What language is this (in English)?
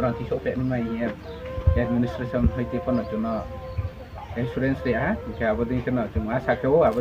Riang (India)